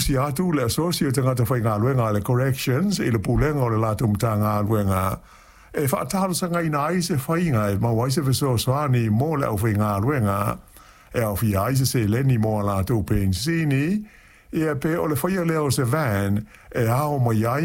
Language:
Samoan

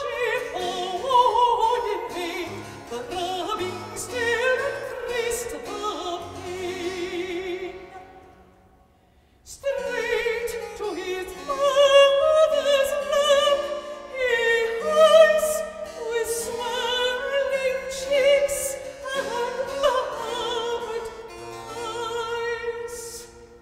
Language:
English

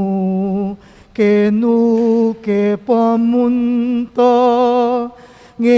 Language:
Pampanga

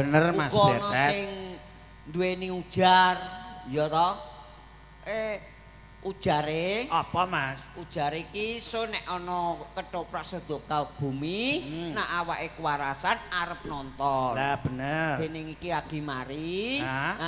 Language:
Javanese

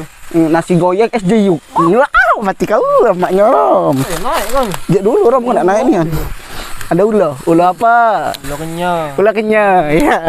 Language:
Musi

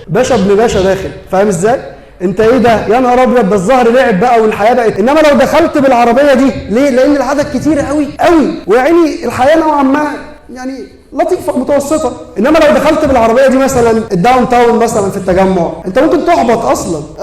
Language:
Egyptian Arabic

